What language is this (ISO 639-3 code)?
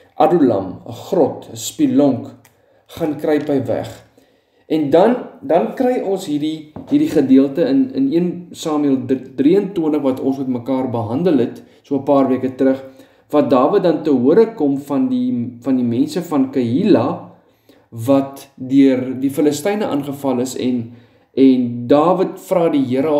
afr